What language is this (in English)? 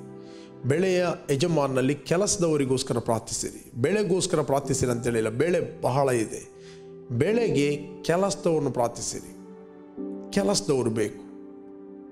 Kannada